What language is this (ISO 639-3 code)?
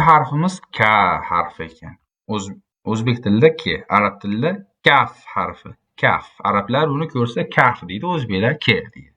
uzb